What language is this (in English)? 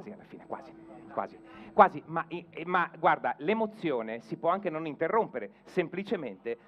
Italian